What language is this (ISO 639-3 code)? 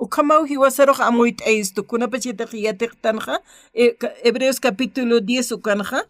aym